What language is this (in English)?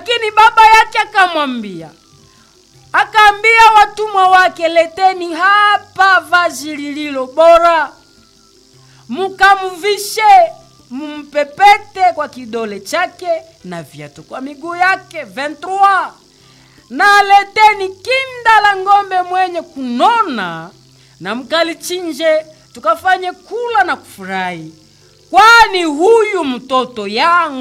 Swahili